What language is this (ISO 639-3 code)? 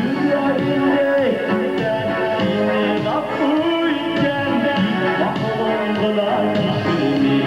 tat